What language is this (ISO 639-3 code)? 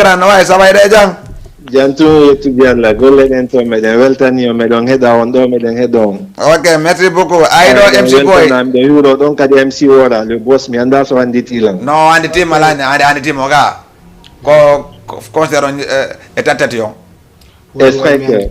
ful